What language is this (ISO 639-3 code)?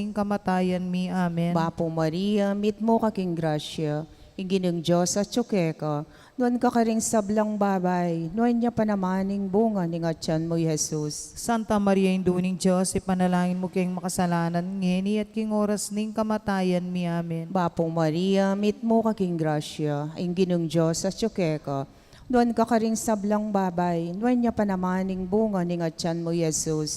pam